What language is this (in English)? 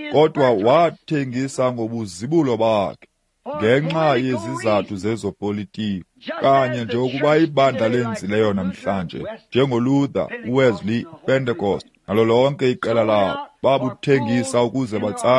Xhosa